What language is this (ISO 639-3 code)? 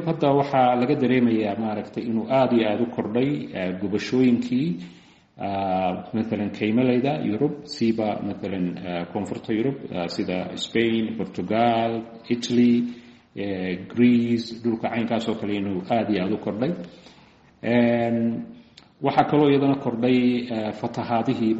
som